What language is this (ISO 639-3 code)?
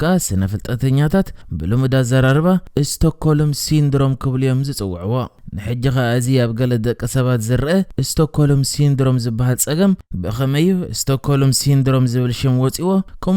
tir